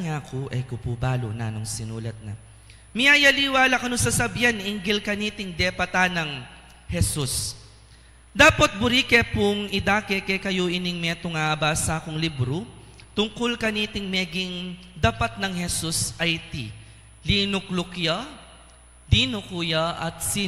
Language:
Pampanga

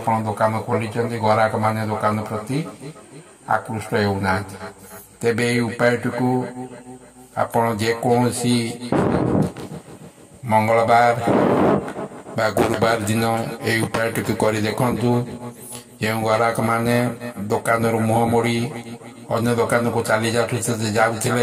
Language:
Odia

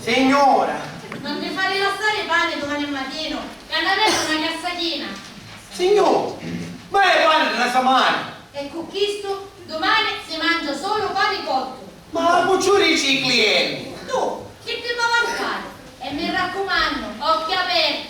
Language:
Sicilian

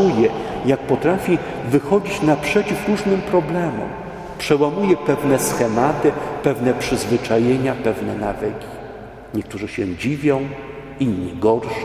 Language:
Polish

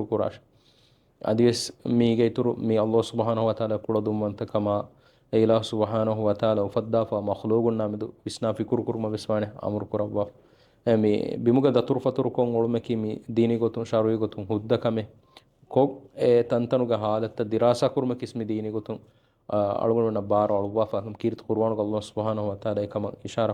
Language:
Divehi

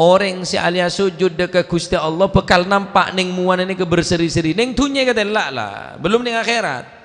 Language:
Madurese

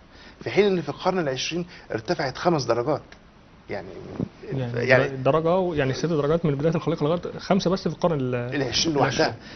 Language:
Egyptian Arabic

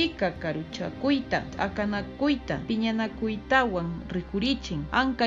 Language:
Quechua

